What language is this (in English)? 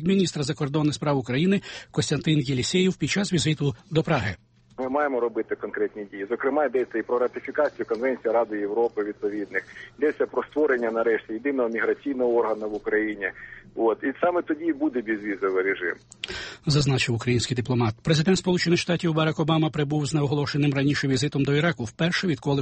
Ukrainian